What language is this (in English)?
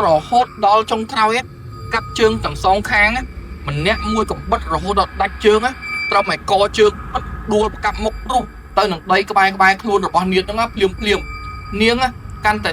Khmer